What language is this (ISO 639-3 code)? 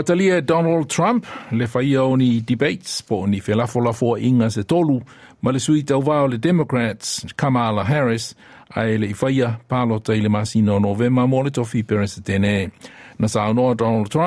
smo